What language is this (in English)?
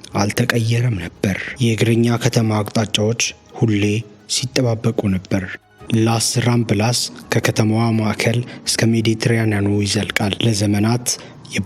Amharic